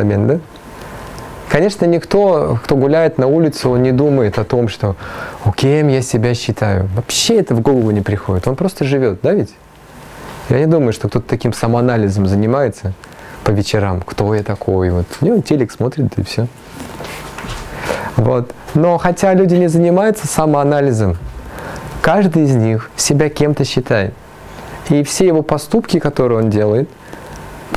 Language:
Russian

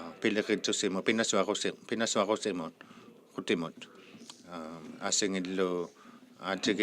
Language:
Inuktitut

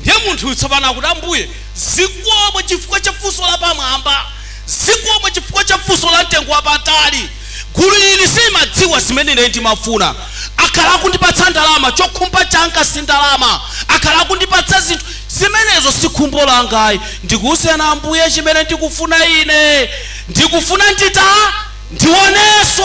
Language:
Nyanja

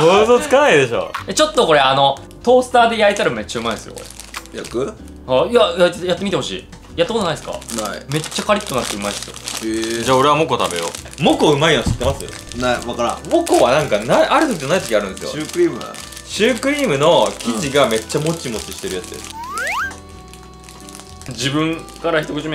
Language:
Japanese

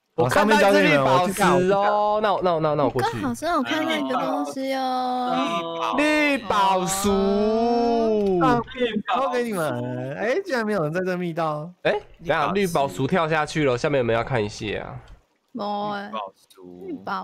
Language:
Chinese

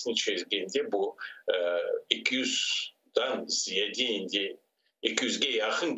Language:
Crimean Tatar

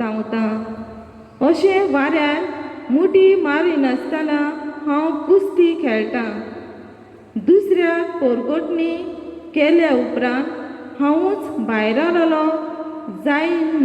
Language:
Konkani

